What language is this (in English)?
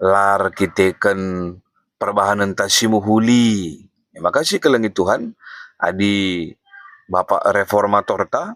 Batak Karo